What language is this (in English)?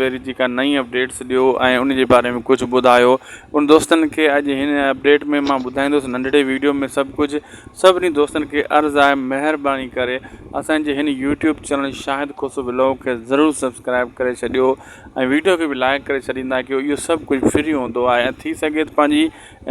Sindhi